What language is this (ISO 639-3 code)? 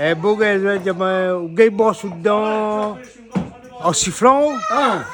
rcf